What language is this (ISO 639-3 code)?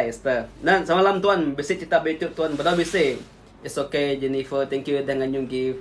iba